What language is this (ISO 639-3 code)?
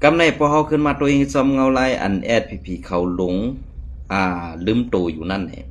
shn